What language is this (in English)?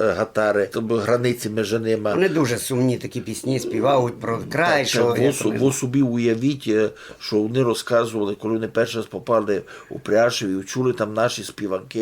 Rusyn